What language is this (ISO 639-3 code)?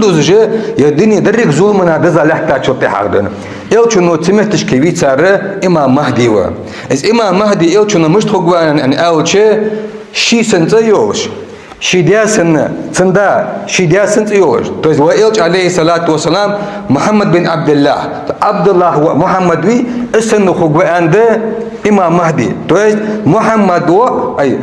inh